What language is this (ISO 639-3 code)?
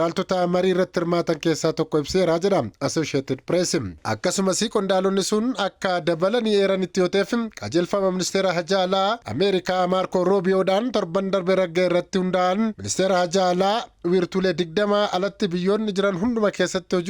orm